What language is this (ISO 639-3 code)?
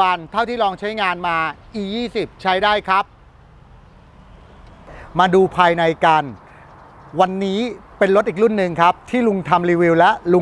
tha